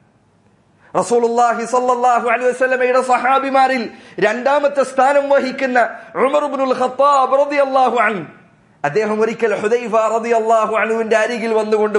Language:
Malayalam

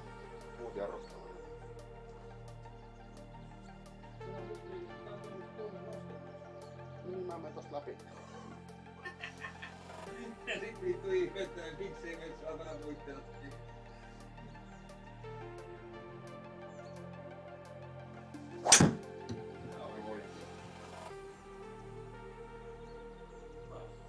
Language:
Finnish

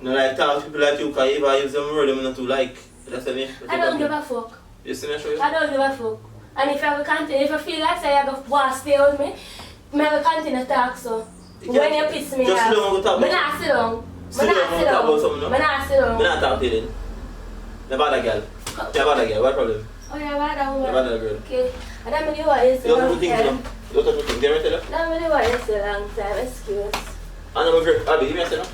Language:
Jamaican Creole English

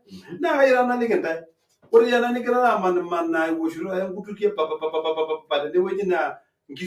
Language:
Masai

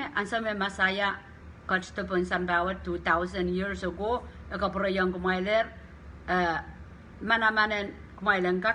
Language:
Pohnpeian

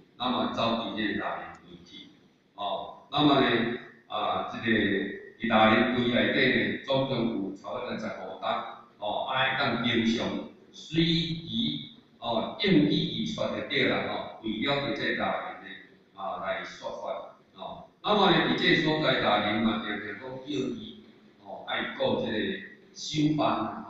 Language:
Min Nan Chinese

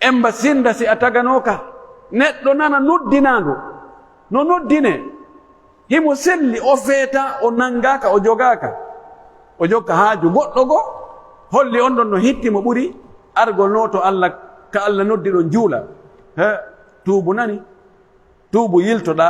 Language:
Pular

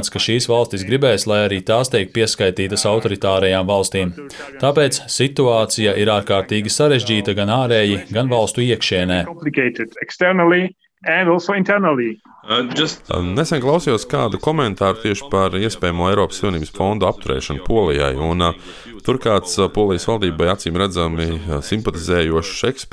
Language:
Latvian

